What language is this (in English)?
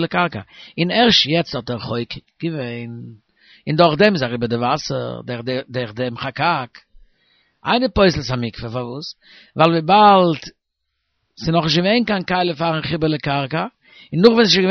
Yiddish